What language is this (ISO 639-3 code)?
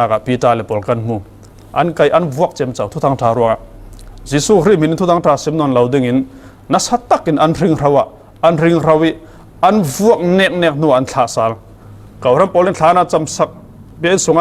cfm